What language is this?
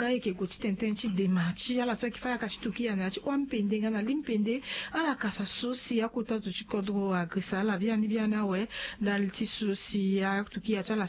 Sango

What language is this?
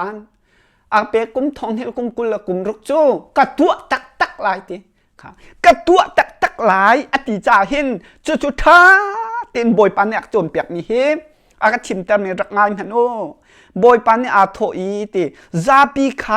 Hakha Chin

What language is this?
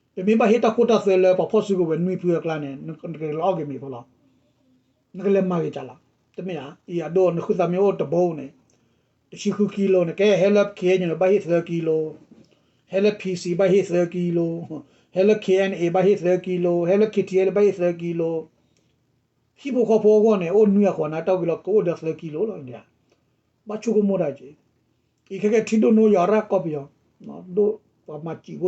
S'gaw Karen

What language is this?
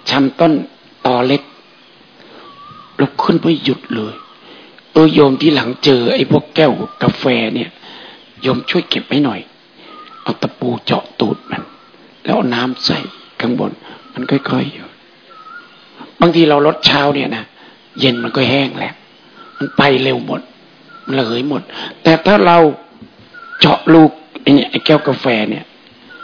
Thai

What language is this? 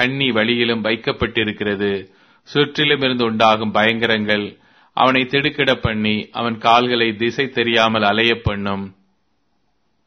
Tamil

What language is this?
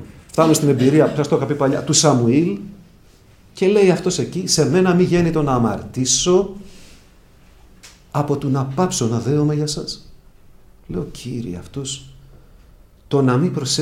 Greek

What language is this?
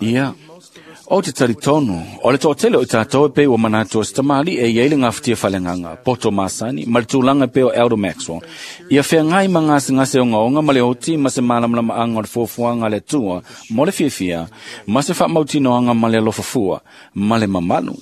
Samoan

